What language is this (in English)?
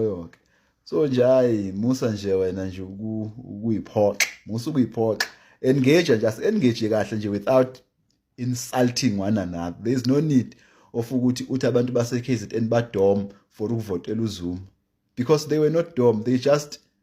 Zulu